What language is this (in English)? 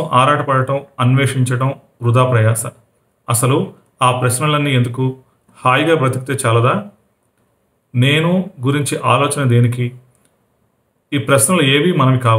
Telugu